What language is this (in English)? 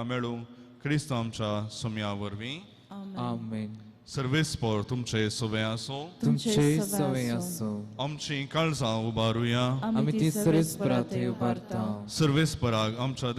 Konkani